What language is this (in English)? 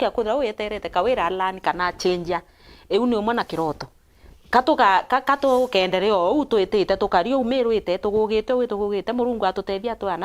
Meru